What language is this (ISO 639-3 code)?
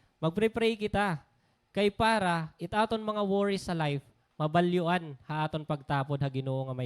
war